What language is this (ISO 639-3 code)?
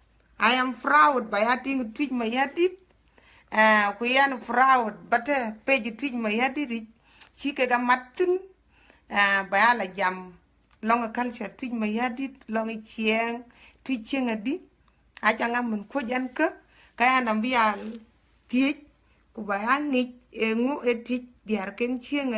din